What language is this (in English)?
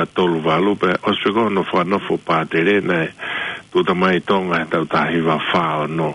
Tongan